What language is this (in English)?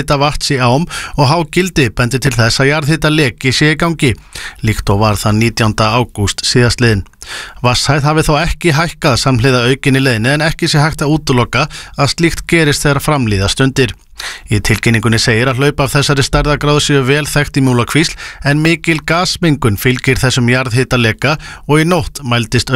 Icelandic